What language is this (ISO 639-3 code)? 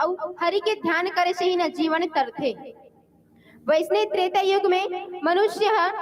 hne